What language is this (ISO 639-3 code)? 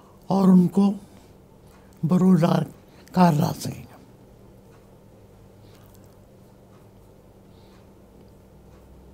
urd